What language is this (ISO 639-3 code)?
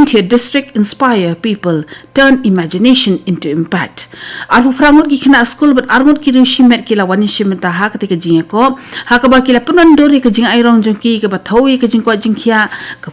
kha